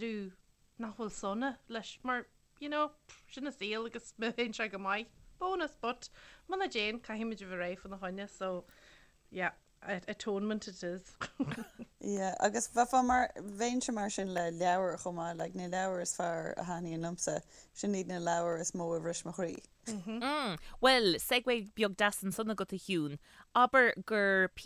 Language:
Irish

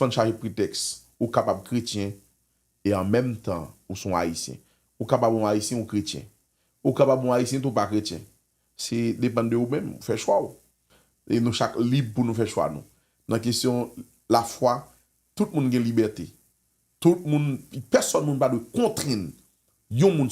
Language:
Haitian Creole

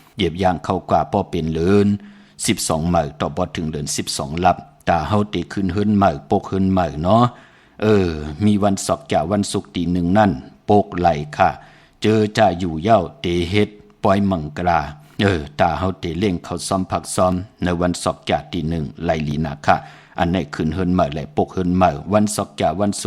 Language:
Shan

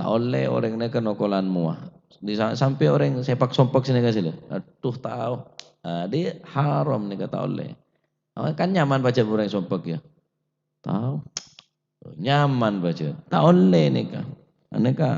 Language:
Madurese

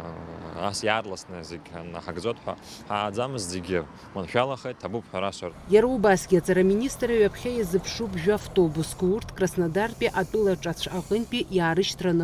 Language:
Abkhazian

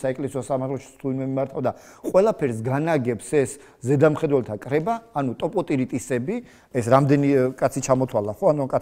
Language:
Georgian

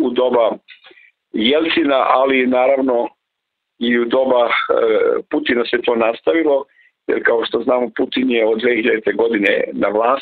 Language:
Serbian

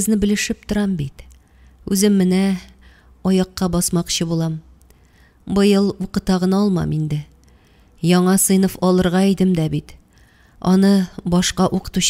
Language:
Tatar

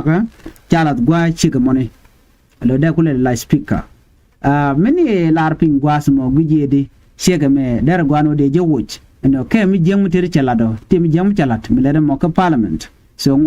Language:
Nuer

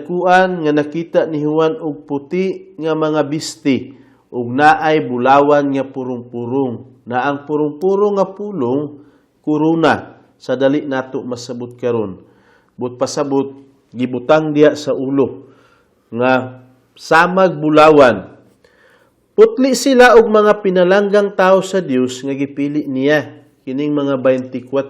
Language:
Cebuano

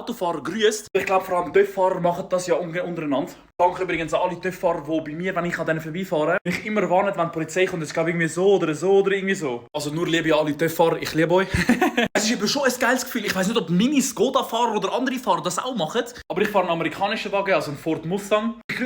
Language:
Swiss German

